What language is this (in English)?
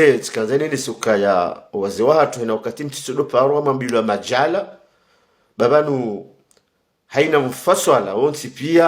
Ngazidja Comorian